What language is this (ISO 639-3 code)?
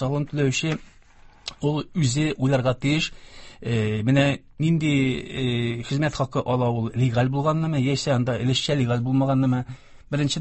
tat